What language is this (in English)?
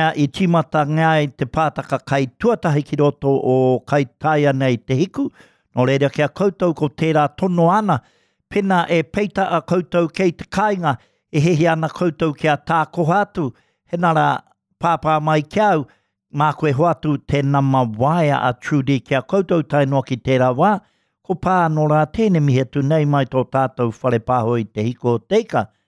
Māori